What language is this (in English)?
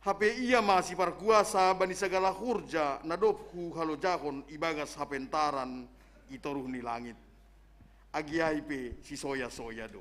Batak Simalungun